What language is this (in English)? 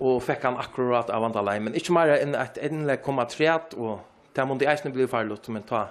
Faroese